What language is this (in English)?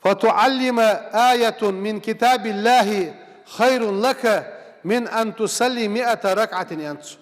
Ingush